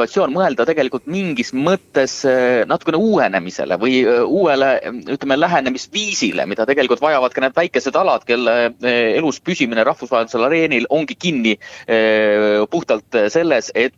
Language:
Estonian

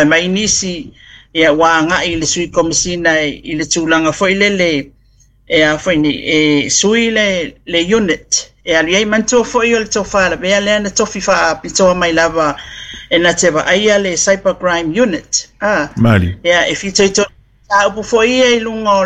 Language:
Samoan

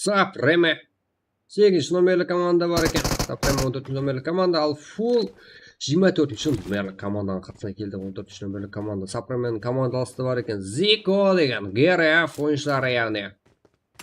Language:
Kara-Kalpak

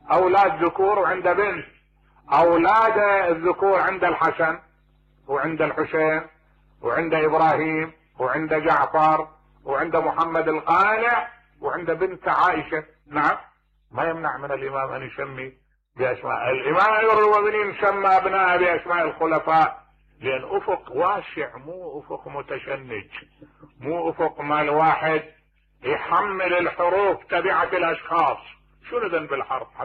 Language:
Mesopotamian Arabic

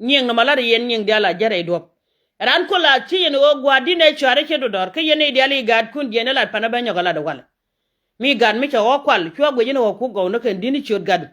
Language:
Nuer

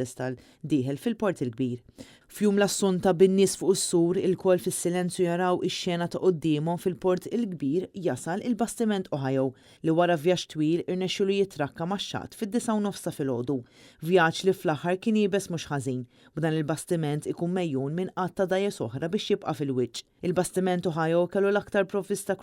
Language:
Maltese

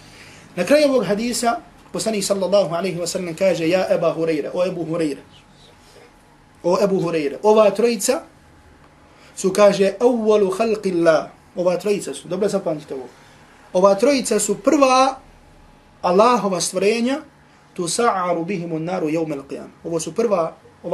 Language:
Bosnian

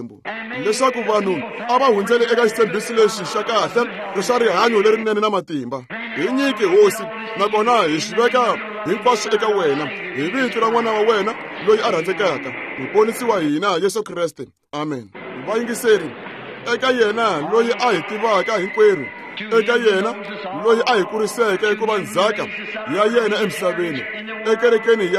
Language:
Tsonga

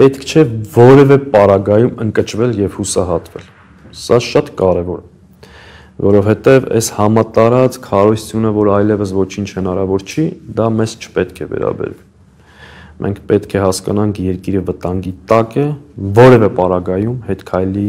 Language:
Armenian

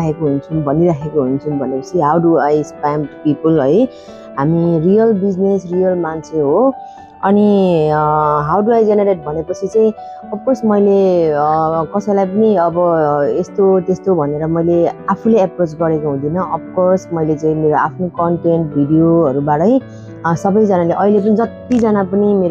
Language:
Nepali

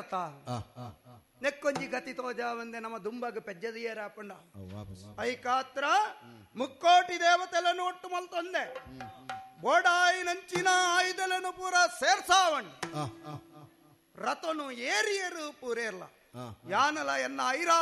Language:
Tulu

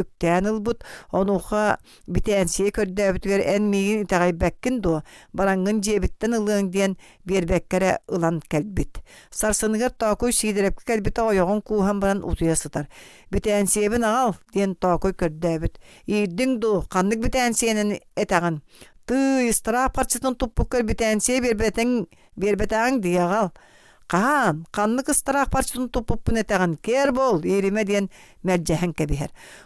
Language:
Yakut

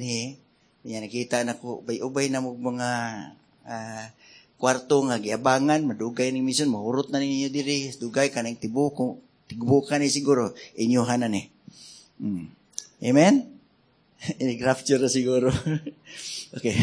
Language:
Cebuano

